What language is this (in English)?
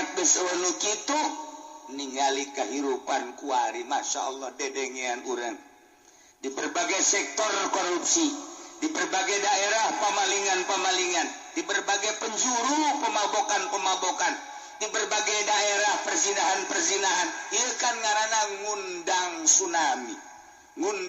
Sundanese